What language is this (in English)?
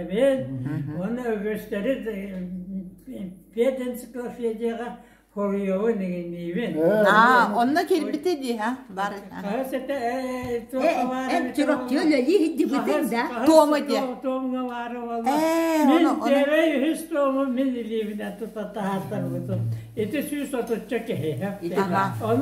Yakut